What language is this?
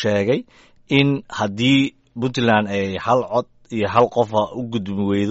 Somali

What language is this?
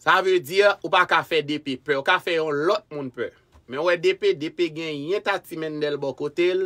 Haitian Creole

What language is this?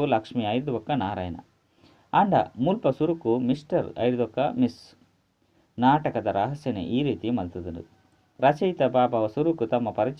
Tulu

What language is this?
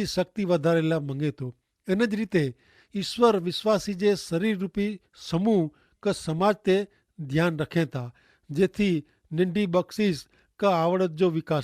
Kachhi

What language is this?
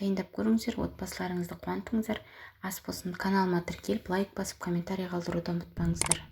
Kazakh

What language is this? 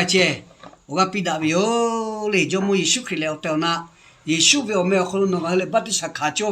Lahu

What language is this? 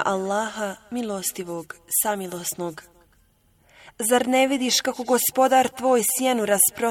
Bosnian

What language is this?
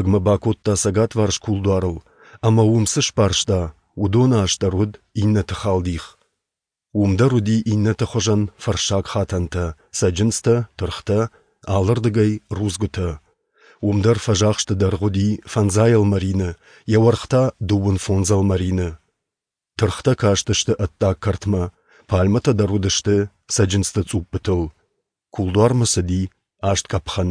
Ossetic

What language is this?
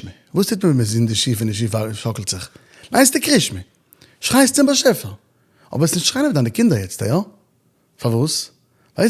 Yiddish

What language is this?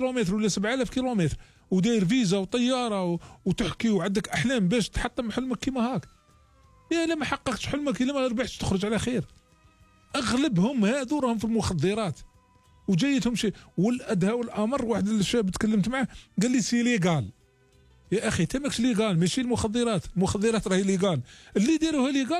Algerian Arabic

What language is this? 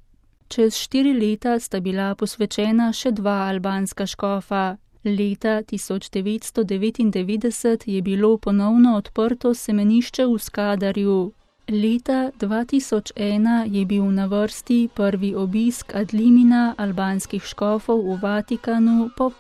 Slovenian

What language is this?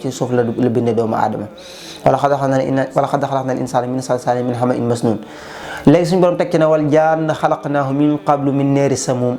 Wolof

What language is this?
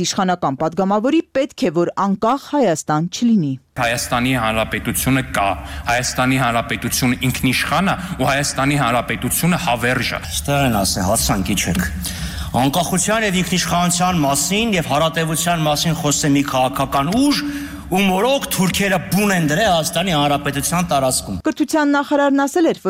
Armenian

